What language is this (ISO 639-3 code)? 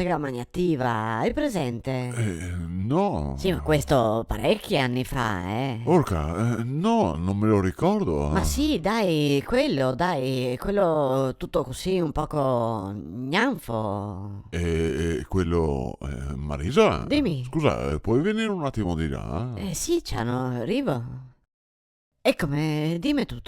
vec